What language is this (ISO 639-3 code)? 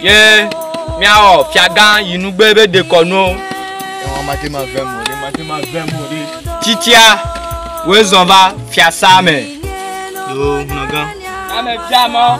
ewe